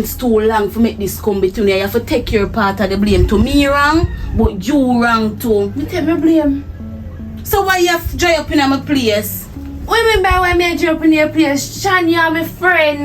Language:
Jamaican Creole English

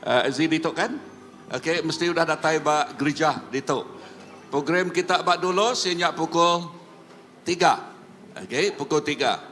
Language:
Iban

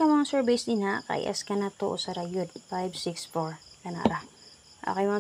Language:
Cebuano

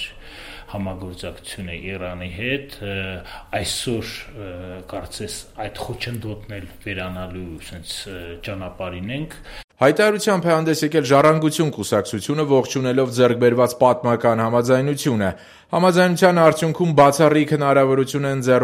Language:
Armenian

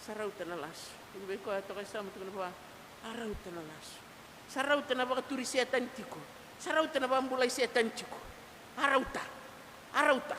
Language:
Fijian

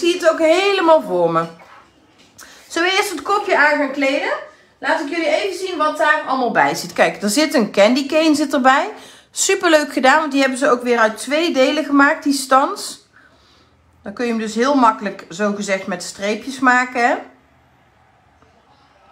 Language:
Dutch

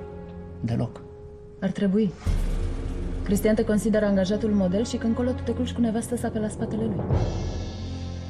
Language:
Romanian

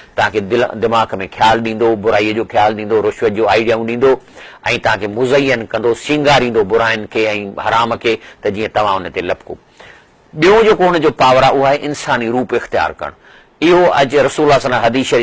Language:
Sindhi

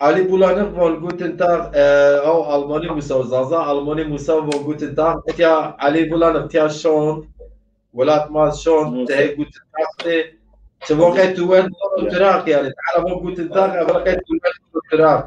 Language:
Zaza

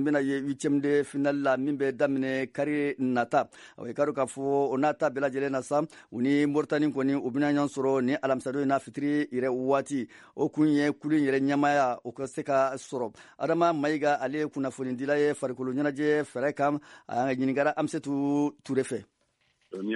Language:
Bambara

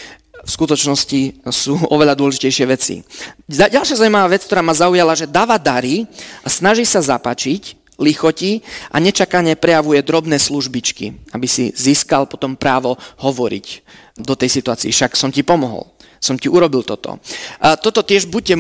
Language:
Slovak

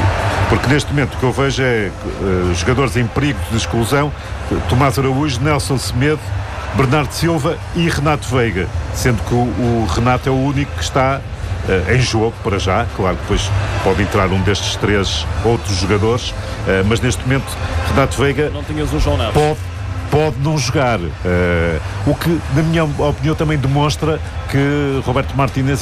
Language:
Portuguese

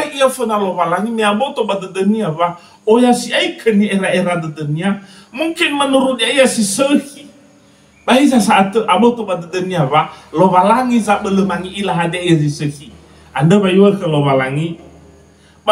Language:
Nias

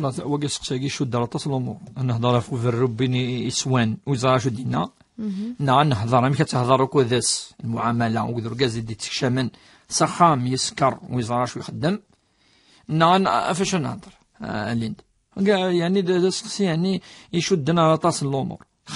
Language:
Kabyle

